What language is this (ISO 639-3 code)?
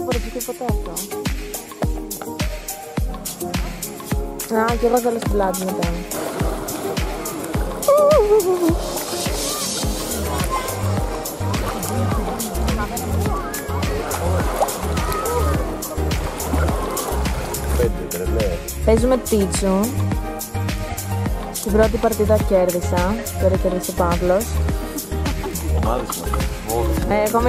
ell